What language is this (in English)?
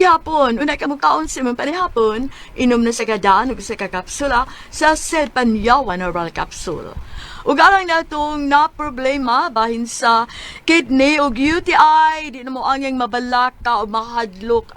Cebuano